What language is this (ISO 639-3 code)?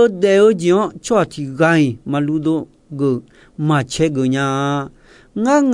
ahk